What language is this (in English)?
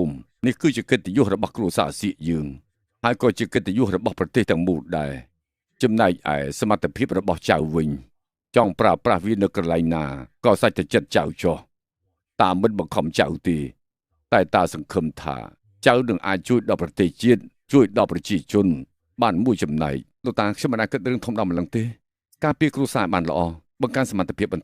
Khmer